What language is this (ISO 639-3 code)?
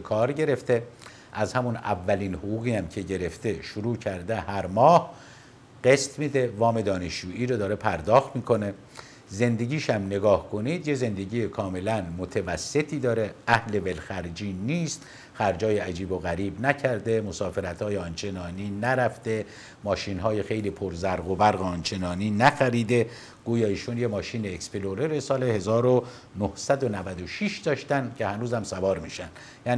fas